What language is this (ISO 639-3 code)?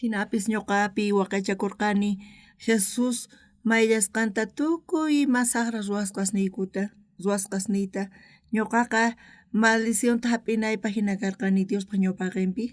quh